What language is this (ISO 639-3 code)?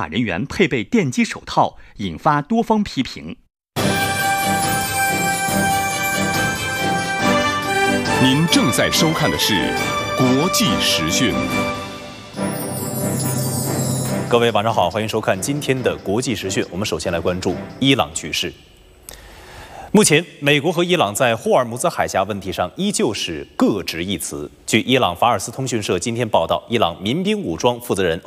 zho